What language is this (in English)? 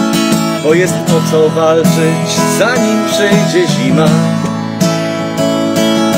Polish